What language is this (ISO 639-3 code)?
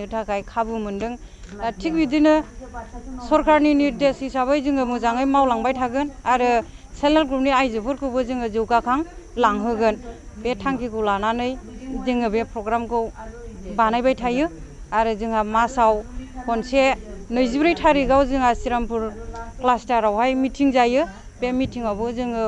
brx